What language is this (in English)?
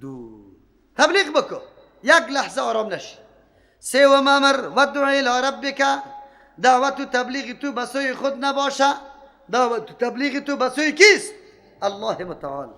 Persian